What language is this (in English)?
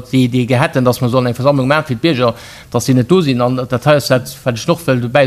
Luxembourgish